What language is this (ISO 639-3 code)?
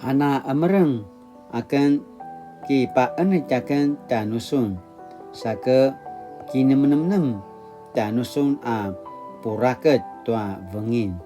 pwn